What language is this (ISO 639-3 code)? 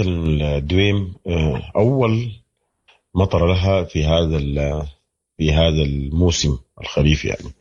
apd